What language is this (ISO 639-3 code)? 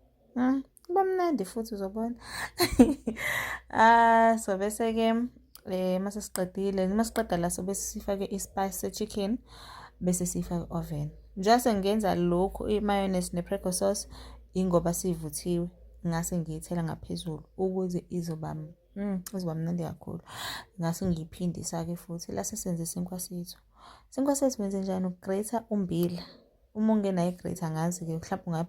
zul